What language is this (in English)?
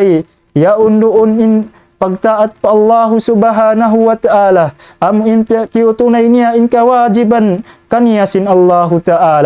Tausug